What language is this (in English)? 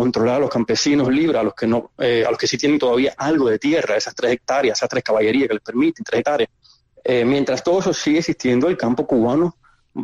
Spanish